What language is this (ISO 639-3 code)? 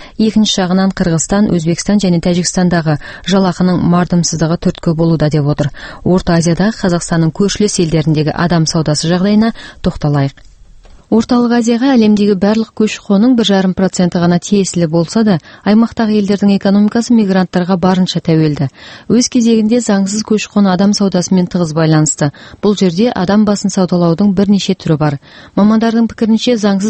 kaz